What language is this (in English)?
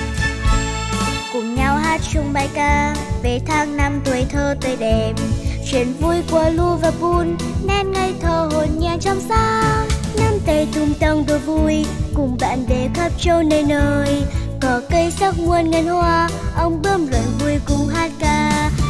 Vietnamese